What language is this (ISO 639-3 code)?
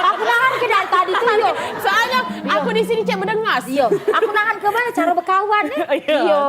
mui